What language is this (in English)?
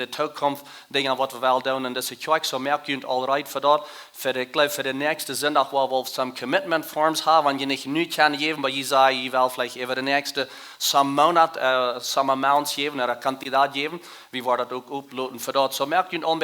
Plautdietsch